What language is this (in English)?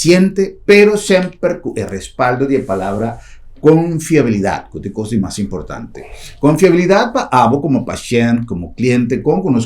Papiamento